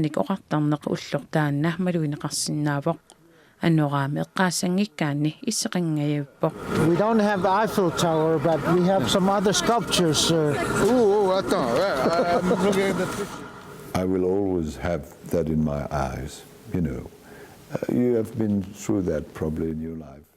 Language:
Kalaallisut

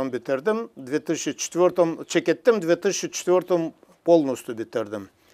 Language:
Gagauz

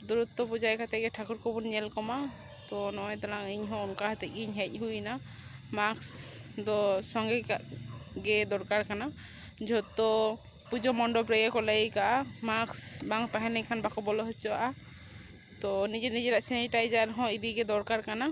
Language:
Santali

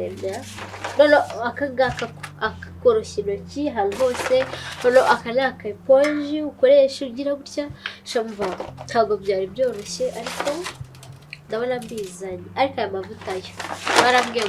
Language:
Kinyarwanda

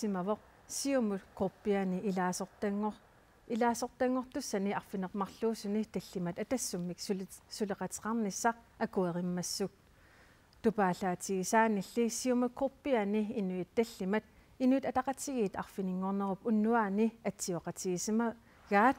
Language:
Kalaallisut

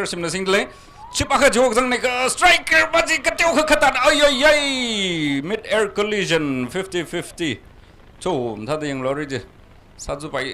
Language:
Tangkhul Naga (India)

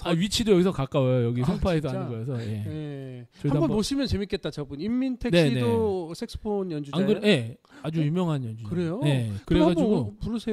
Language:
Korean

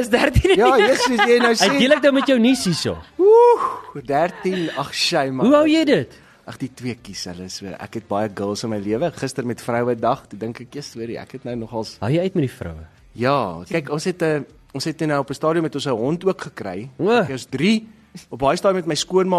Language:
Afrikaans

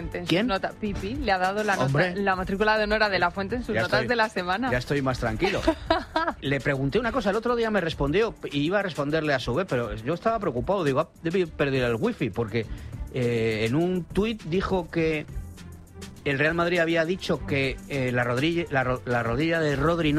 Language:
Spanish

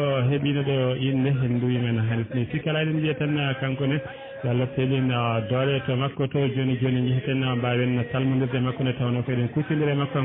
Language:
Fula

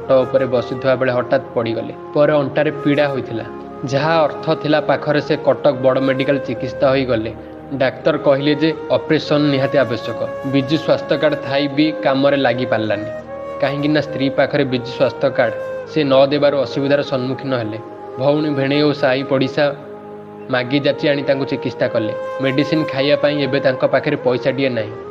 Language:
Odia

